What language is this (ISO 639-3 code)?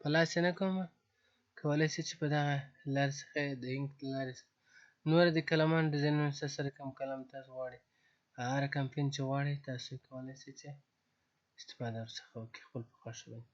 pus